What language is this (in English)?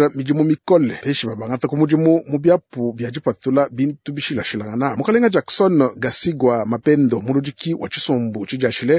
Luba-Lulua